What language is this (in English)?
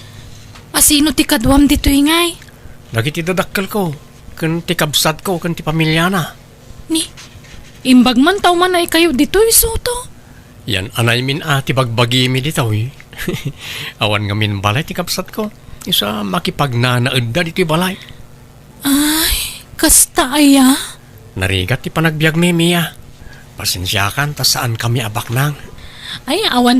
Iloko